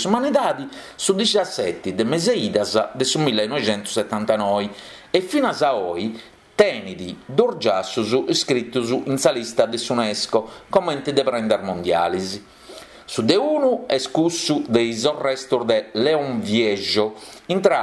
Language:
Sardinian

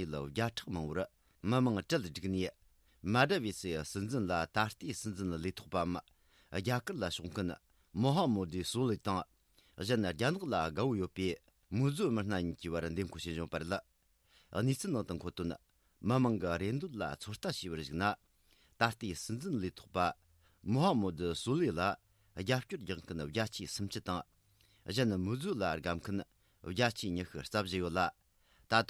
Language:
Tibetan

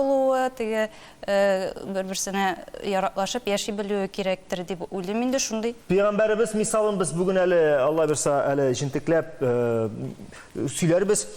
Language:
Tatar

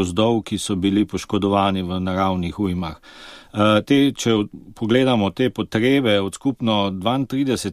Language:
Slovenian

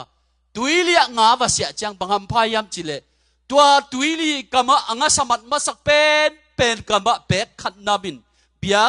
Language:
Tedim Chin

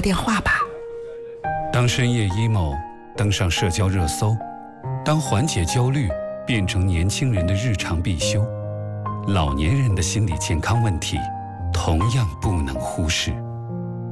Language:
Chinese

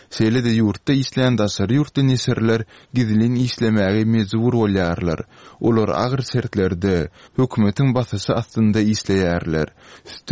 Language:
Turkmen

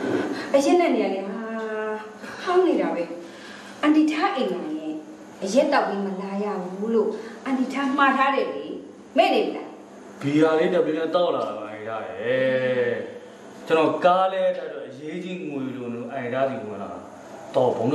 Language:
Burmese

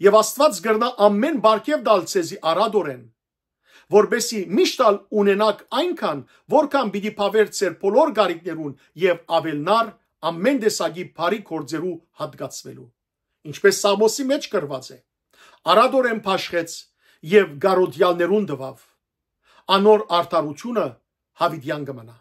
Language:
Western Armenian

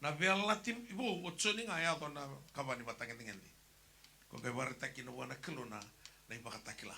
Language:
Fijian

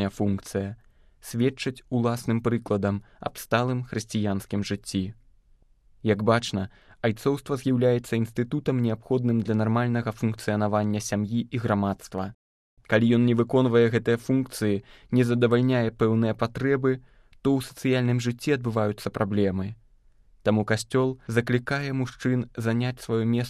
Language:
Belarusian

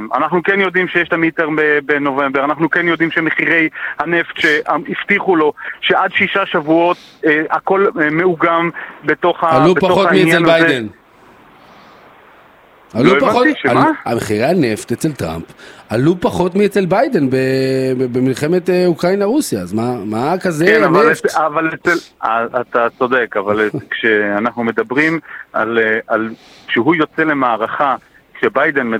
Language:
Hebrew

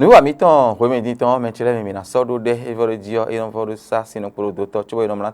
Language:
Fon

